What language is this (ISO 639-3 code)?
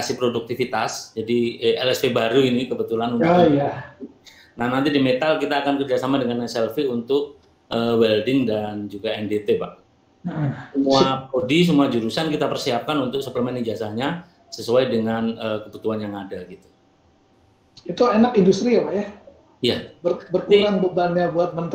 ind